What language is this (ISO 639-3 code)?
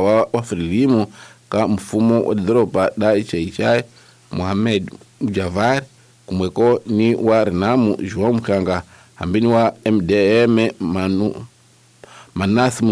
tso